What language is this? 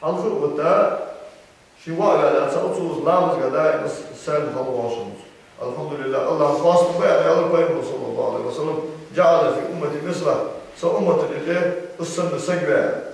Ingush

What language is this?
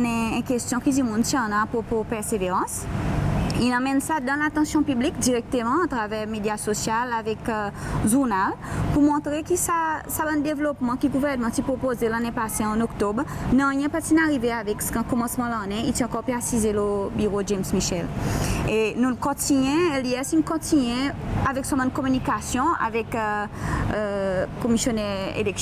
Seselwa Creole French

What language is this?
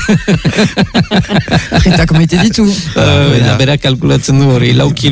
Basque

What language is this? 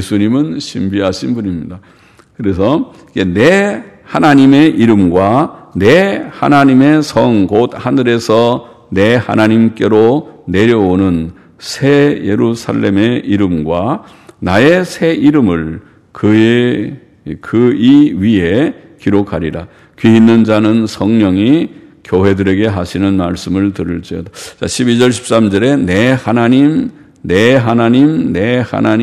Korean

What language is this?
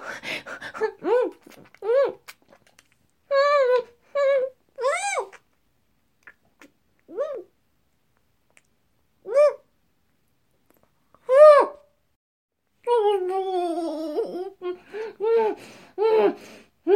Chinese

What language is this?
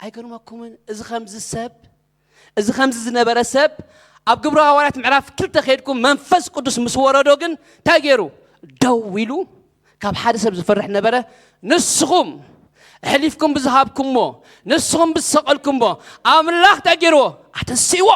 Tigrinya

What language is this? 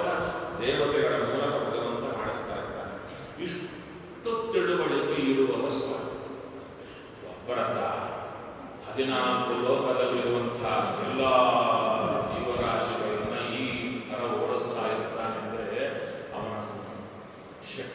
Kannada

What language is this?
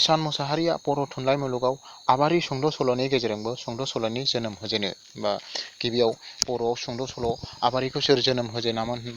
Bodo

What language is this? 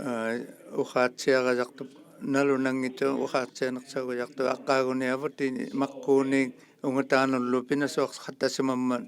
Inuktitut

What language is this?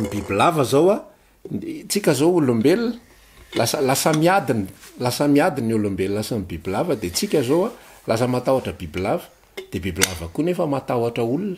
Malagasy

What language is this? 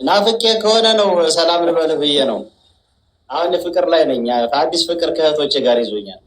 Amharic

